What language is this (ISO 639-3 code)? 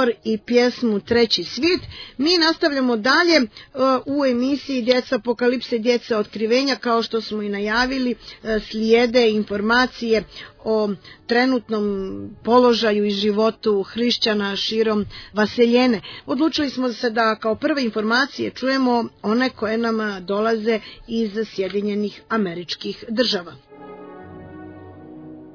srp